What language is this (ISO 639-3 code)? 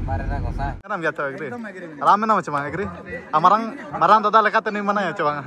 sat